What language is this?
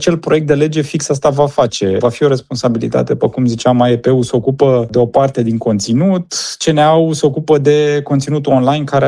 Romanian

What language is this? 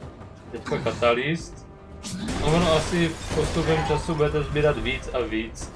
Czech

